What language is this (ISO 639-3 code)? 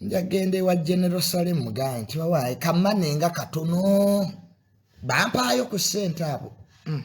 lug